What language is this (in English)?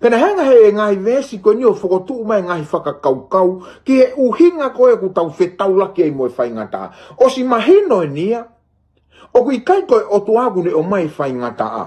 Tongan